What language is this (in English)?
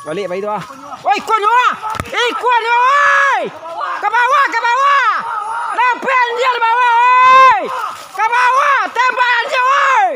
Minangkabau